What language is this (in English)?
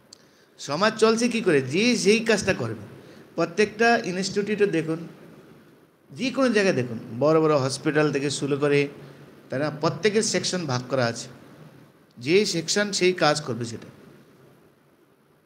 Bangla